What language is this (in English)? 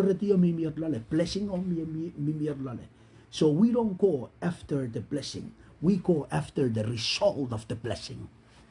Pohnpeian